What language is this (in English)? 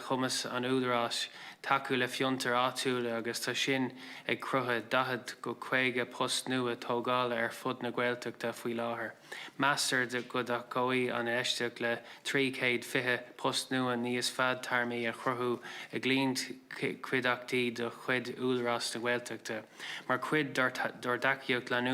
Irish